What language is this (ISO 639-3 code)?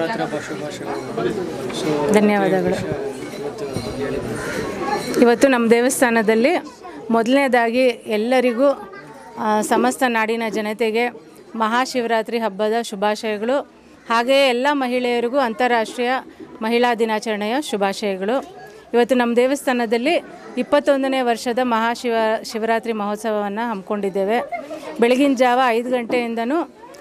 kan